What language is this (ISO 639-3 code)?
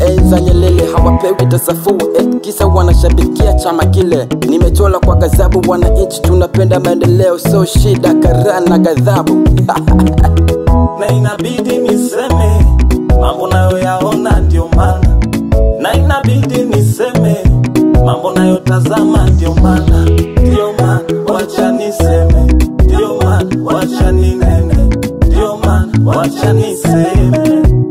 swa